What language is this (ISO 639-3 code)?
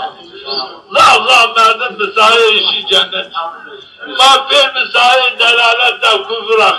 zza